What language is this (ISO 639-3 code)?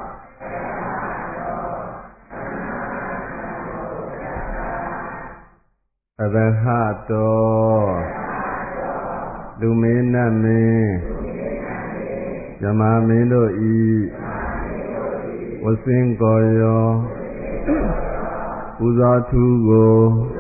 mya